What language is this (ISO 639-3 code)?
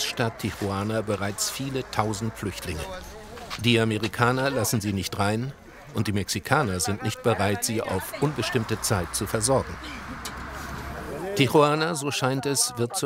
deu